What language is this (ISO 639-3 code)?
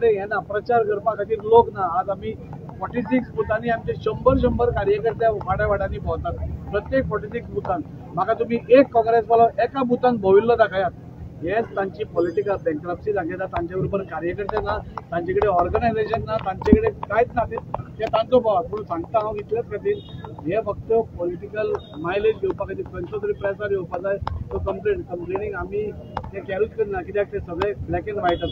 kok